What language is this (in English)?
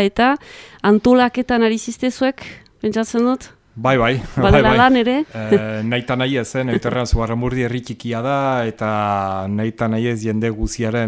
Basque